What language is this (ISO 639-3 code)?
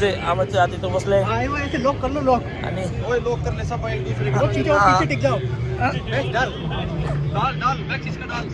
kok